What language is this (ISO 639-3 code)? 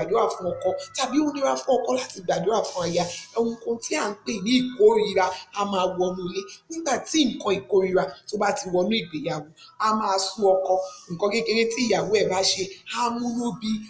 yor